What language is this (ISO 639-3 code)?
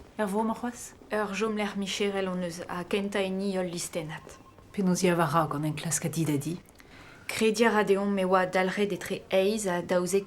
bre